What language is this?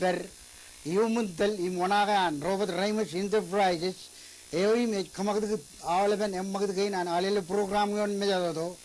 Marshallese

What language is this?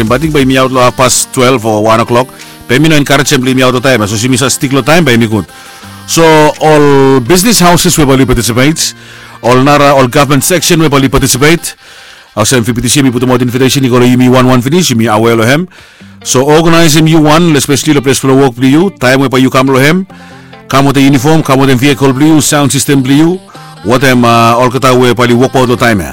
Bislama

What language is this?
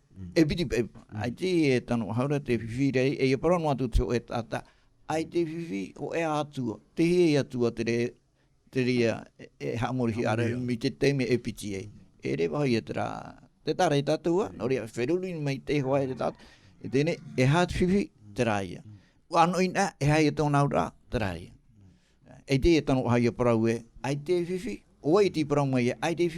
Tahitian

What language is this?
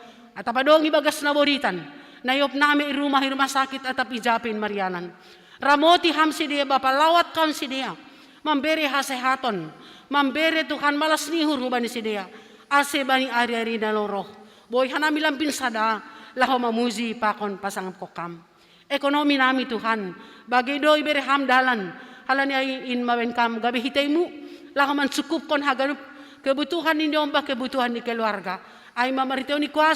Batak Simalungun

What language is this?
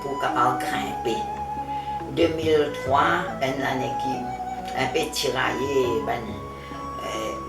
Morisyen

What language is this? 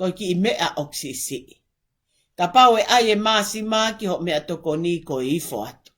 Tongan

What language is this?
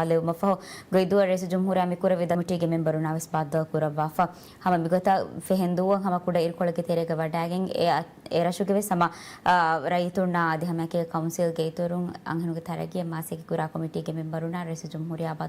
Divehi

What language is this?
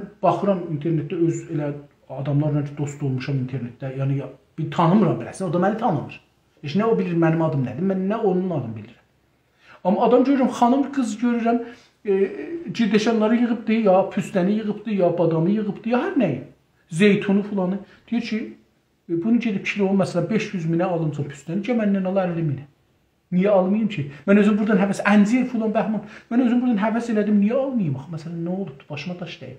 South Azerbaijani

